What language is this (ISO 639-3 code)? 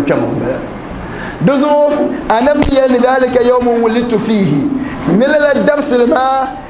dag